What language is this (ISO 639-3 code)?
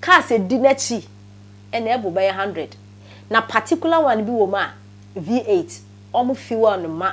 aka